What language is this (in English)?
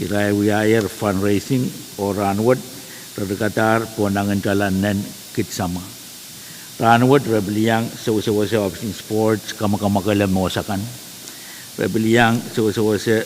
Pohnpeian